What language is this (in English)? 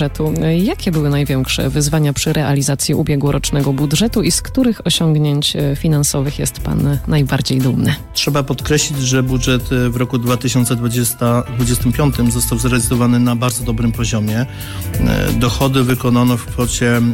Polish